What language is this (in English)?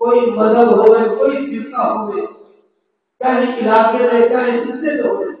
Saraiki